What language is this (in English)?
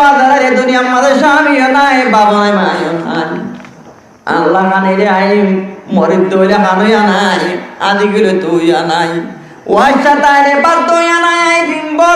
Rohingya